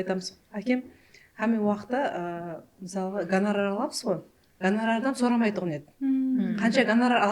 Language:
Kara-Kalpak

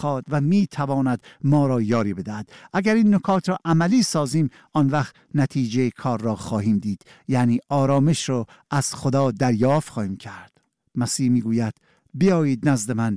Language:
Persian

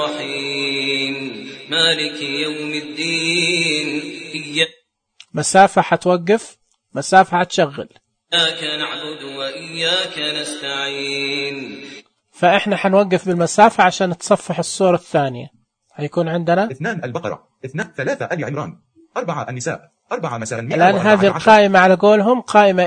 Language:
Najdi Arabic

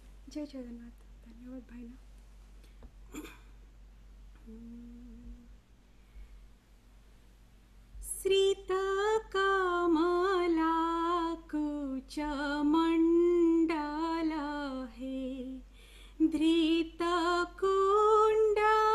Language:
Odia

